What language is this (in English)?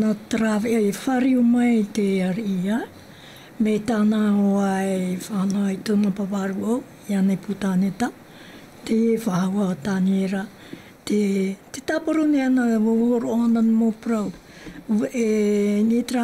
Tahitian